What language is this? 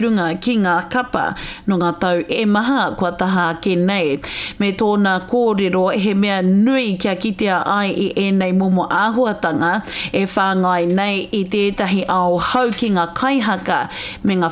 Māori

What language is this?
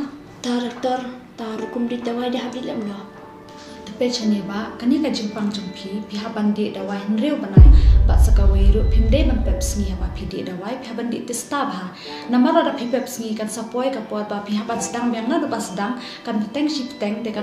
Khasi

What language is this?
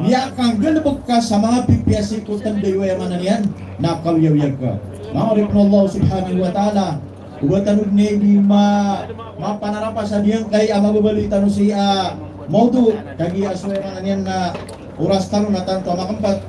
Maranao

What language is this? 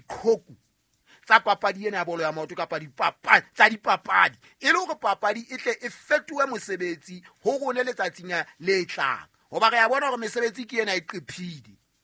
Southern Sotho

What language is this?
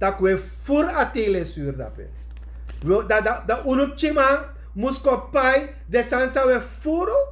Sranan Tongo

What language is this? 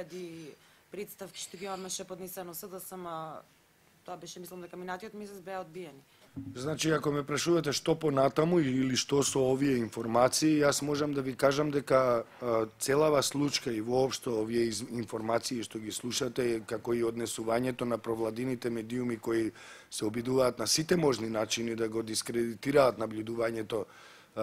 Macedonian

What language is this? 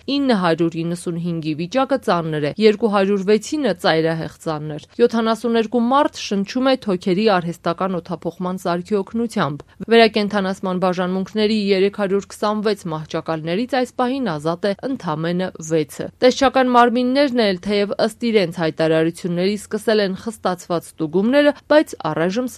Armenian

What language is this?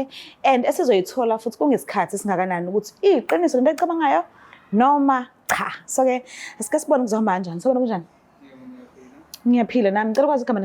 Zulu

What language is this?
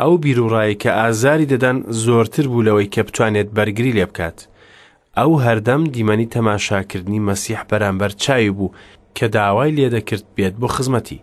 Central Kurdish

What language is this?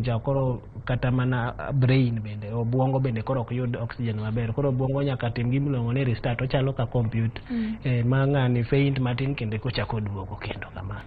Luo (Kenya and Tanzania)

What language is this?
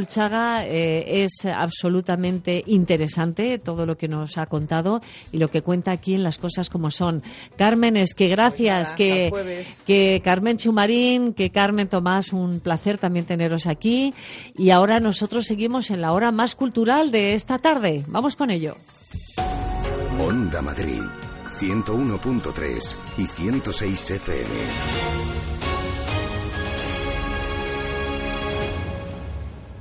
Spanish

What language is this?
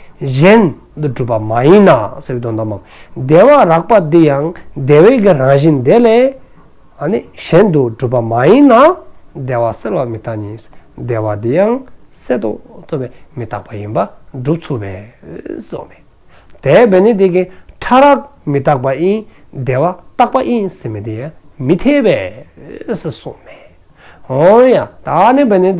Dzongkha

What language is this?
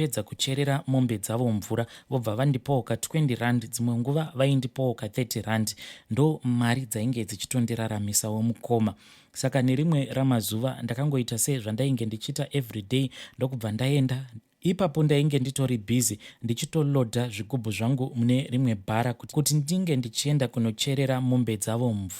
Shona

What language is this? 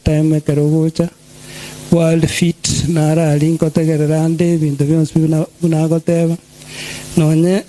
Gusii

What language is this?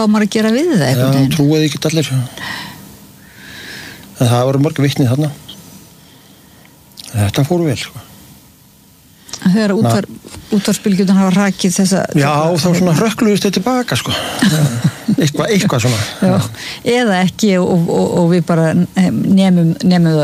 Icelandic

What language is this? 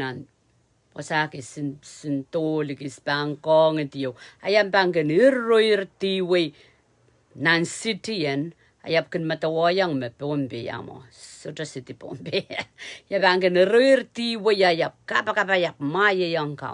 Pohnpeian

